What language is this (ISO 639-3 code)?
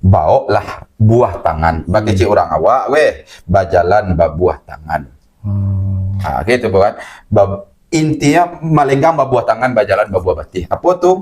min